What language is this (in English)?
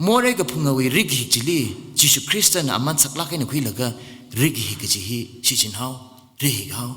Tangkhul Naga (India)